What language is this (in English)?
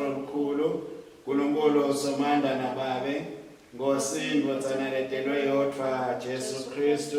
Swati